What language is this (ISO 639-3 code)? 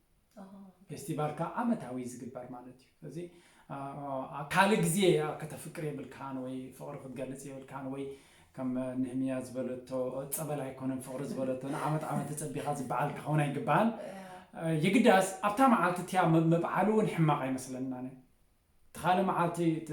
tir